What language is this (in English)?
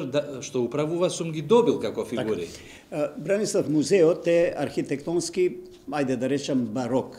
Macedonian